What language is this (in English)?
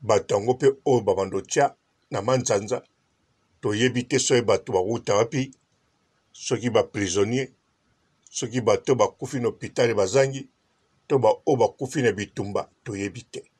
Lingala